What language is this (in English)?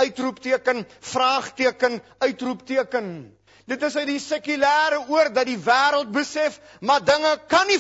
Afrikaans